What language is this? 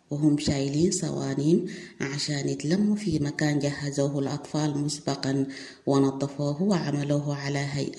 Sudanese Arabic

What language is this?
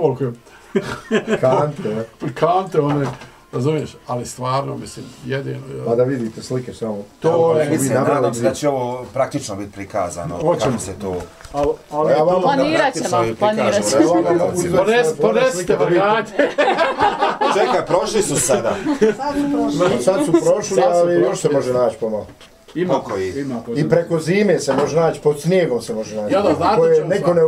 Bosnian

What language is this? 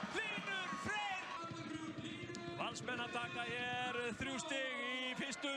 Icelandic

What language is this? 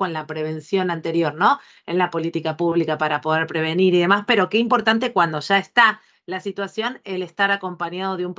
Spanish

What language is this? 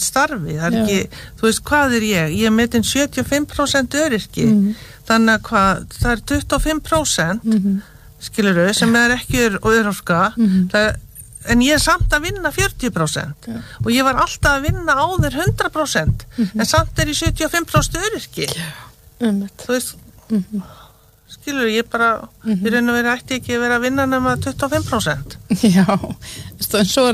Icelandic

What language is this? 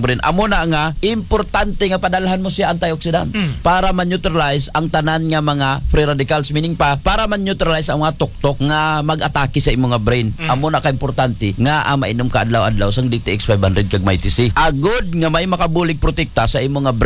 Hiligaynon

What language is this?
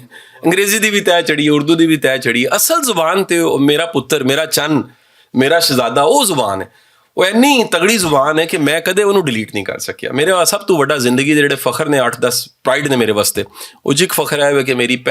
Western Panjabi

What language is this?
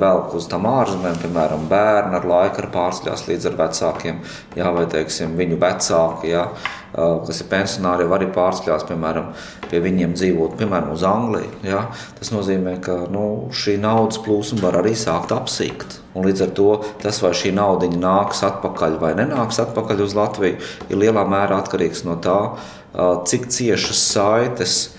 Latvian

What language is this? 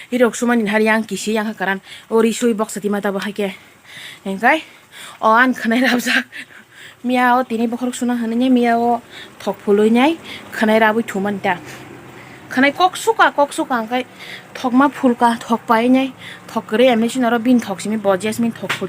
Kok Borok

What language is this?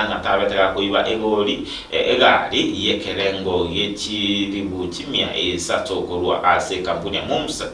Gusii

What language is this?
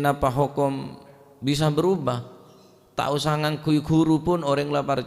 Madurese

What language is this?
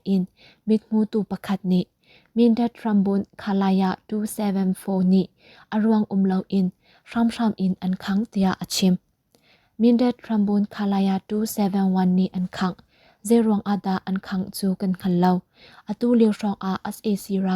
Hakha Chin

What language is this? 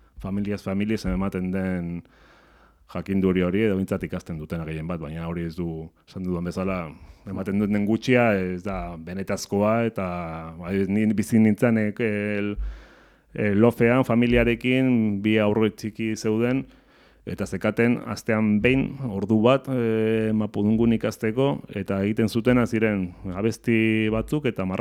Basque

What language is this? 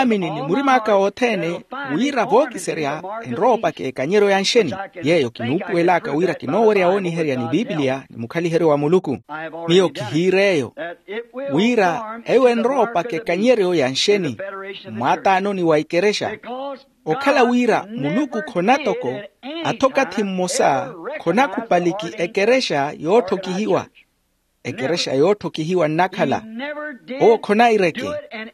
Makhuwa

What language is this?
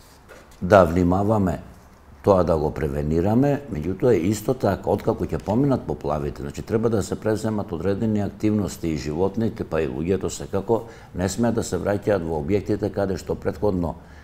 Macedonian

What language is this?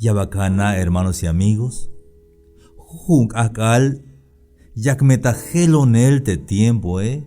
Tzeltal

